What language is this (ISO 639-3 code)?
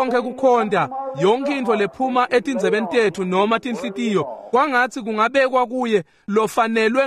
ssw